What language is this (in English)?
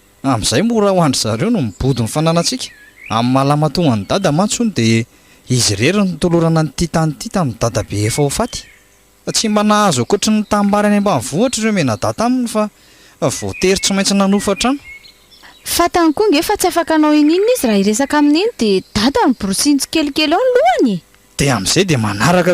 Malagasy